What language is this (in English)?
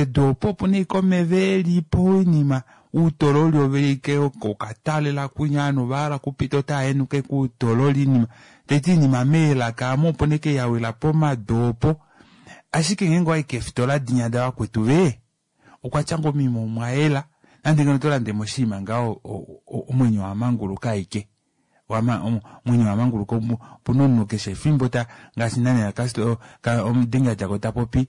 Kuanyama